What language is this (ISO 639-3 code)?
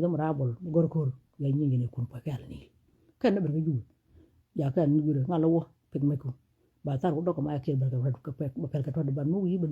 nus